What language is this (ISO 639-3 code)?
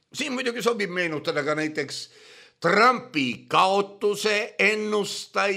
est